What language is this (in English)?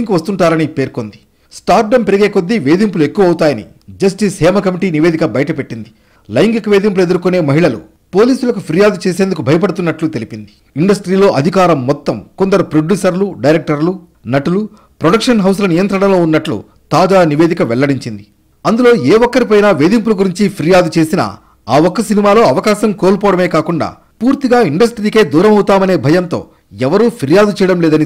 Telugu